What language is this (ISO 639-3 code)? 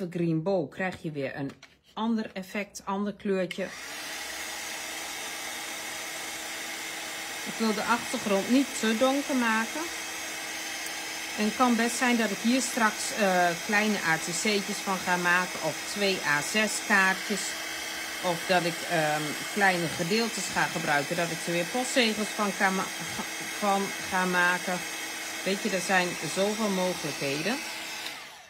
nld